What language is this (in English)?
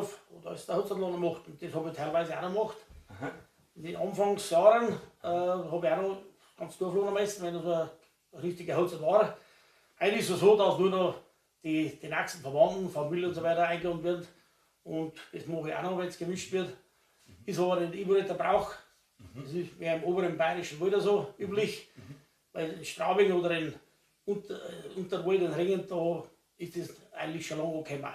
Bavarian